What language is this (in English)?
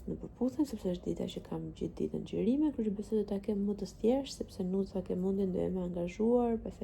Albanian